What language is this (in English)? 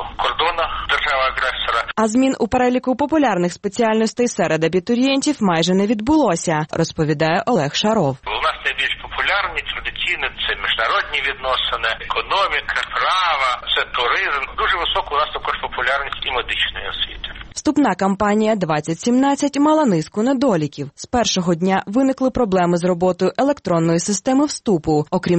Ukrainian